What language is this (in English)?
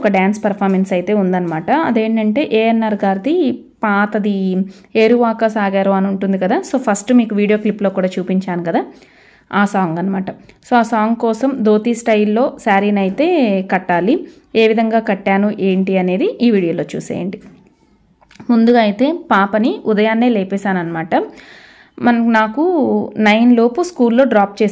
Telugu